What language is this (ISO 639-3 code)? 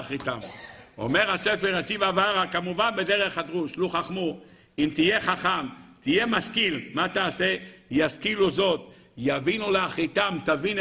heb